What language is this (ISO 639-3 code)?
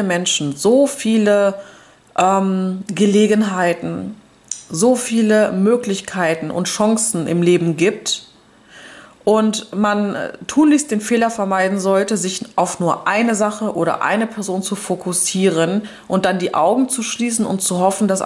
deu